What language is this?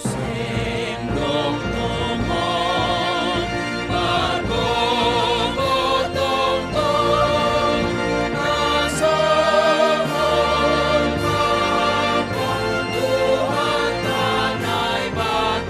Batak Simalungun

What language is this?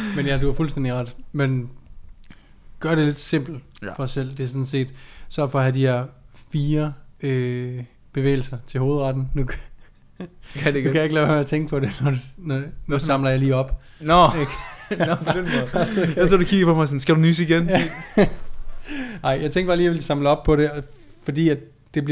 Danish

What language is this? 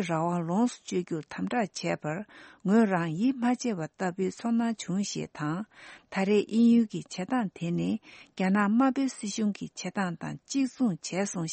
Tibetan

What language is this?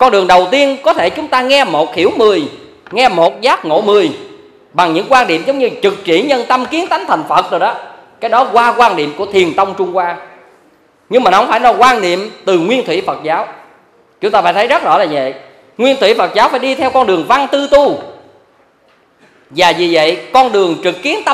Vietnamese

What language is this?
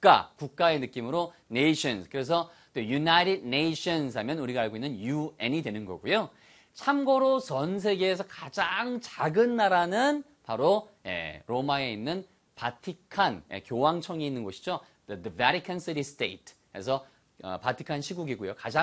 Korean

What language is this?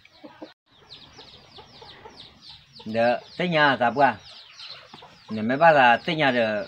S'gaw Karen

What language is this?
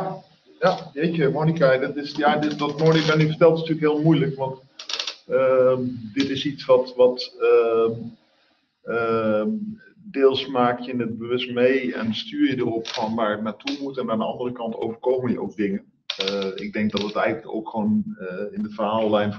Dutch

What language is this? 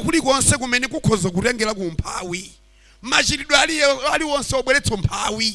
Nyanja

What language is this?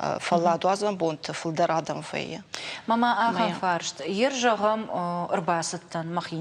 Ossetic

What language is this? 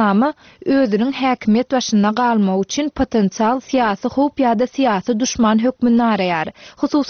Turkmen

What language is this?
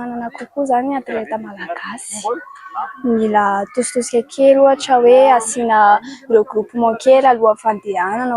Malagasy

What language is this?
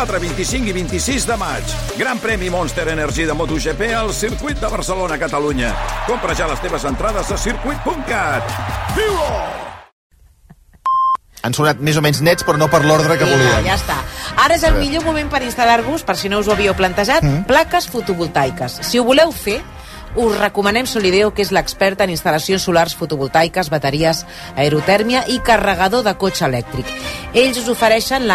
Catalan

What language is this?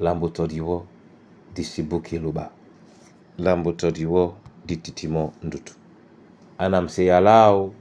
Duala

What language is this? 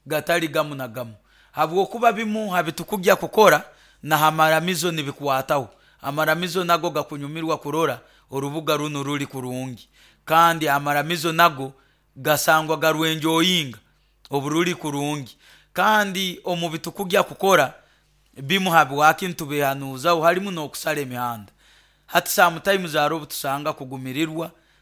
Nyoro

